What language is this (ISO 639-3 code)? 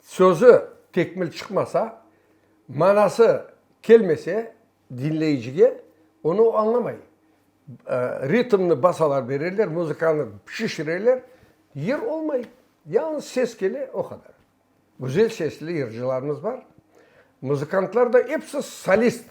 crh